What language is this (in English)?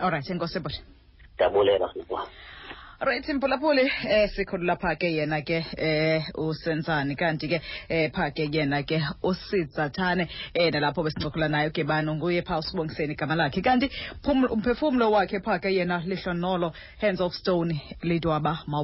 Xhosa